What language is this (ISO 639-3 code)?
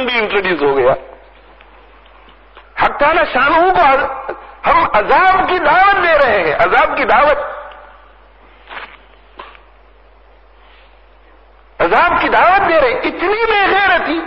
urd